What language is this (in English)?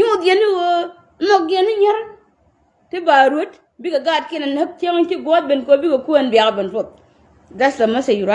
Nuer